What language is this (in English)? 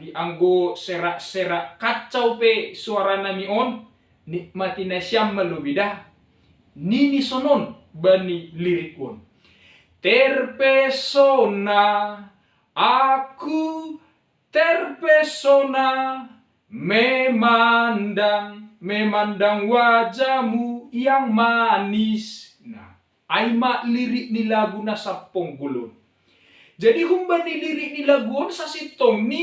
Batak Simalungun